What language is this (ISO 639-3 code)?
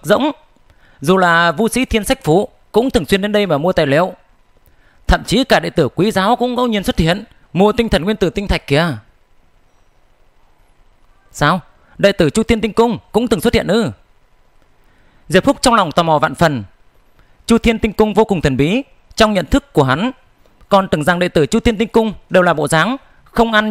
vie